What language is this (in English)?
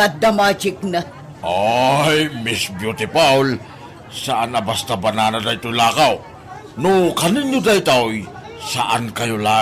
Iloko